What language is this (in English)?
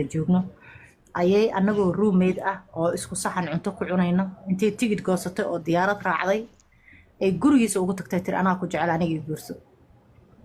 Somali